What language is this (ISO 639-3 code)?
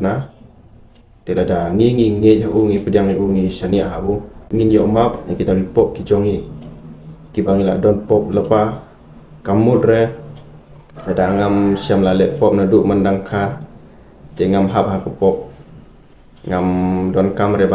kha